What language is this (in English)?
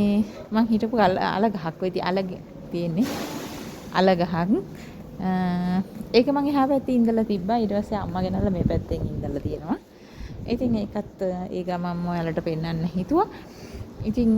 Sinhala